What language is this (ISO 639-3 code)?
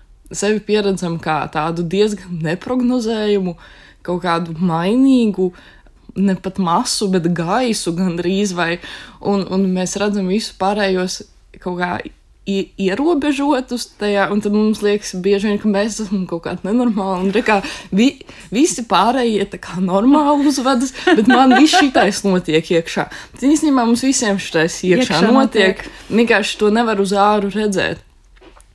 lav